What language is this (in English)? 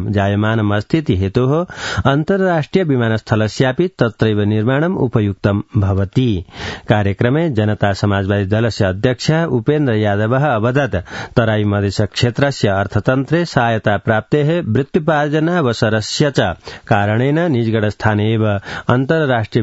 Sanskrit